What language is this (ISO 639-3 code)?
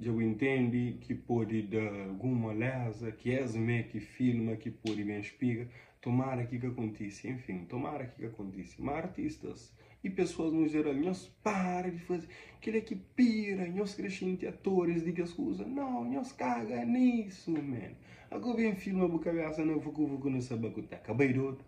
kea